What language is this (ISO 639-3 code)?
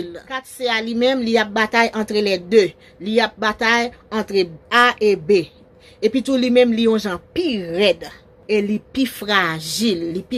hat